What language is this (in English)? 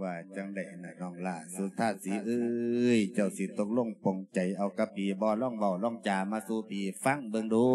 Lao